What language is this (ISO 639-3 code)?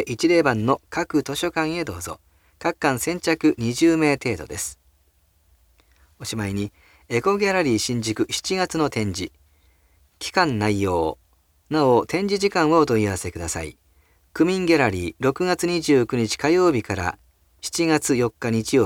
jpn